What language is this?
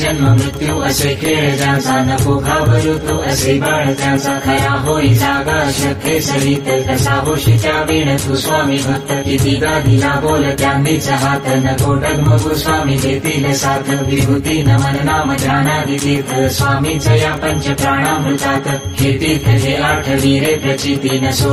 Marathi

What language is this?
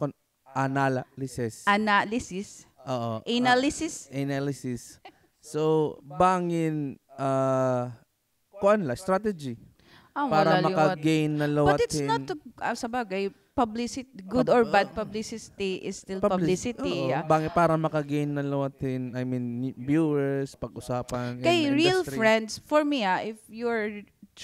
Waray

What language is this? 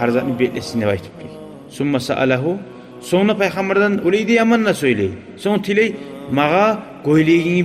Kumyk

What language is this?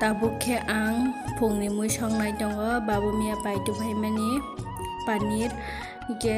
Kok Borok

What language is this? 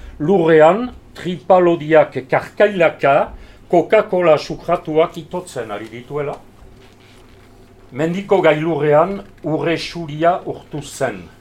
Basque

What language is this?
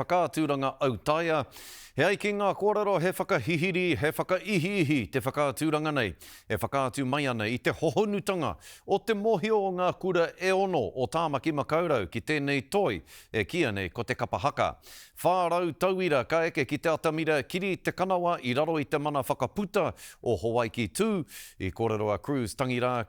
Māori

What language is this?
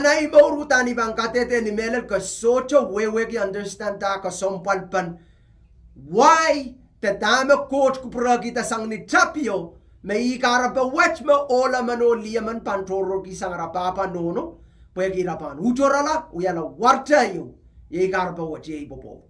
Pohnpeian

